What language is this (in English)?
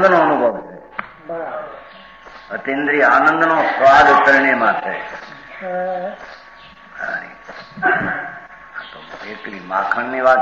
Gujarati